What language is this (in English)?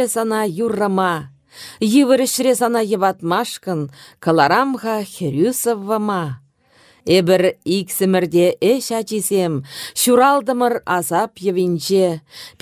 Chuvash